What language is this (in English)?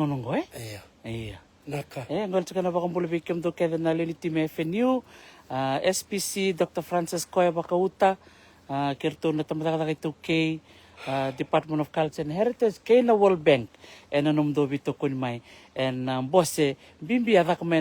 Fijian